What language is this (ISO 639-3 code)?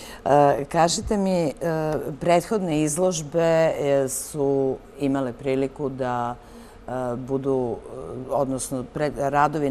srp